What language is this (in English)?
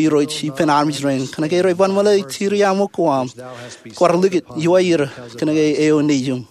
Marshallese